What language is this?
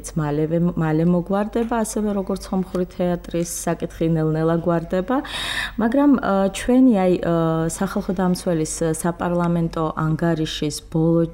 Georgian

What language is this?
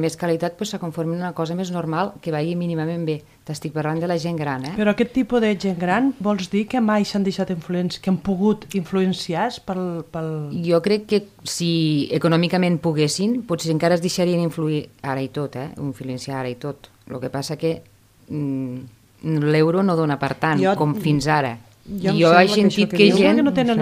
Catalan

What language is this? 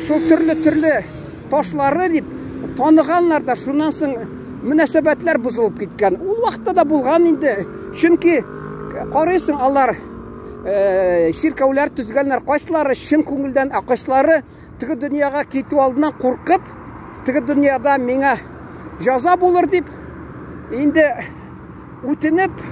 Tatar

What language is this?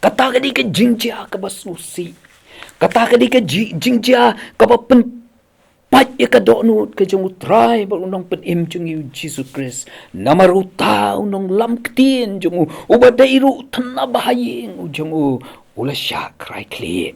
Khasi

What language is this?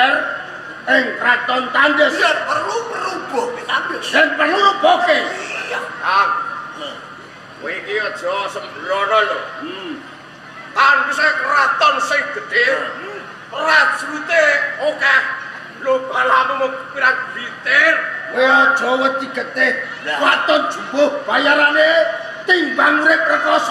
Javanese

